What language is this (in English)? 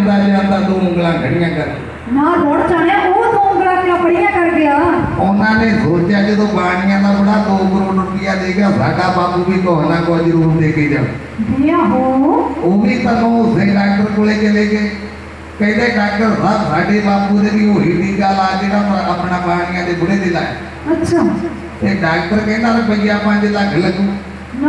Punjabi